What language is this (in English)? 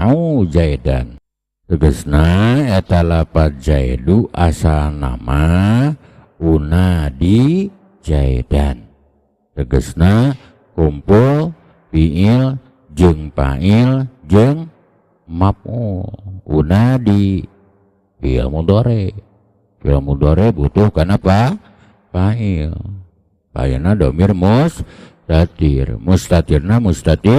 Sundanese